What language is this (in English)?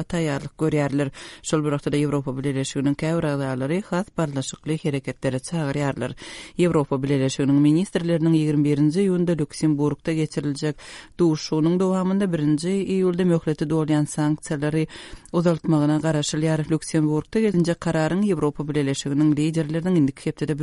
Turkmen